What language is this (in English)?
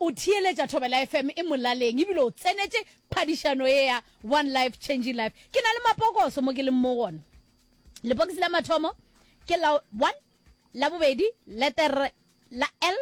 Northern Sotho